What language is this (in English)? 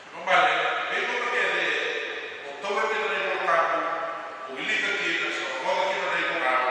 Fijian